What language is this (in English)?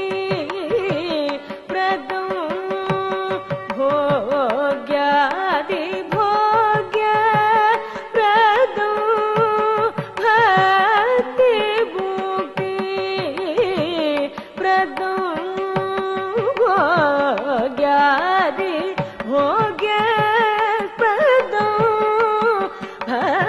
Sanskrit